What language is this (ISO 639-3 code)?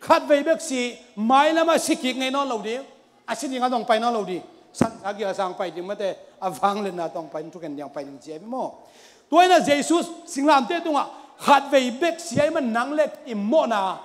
ctd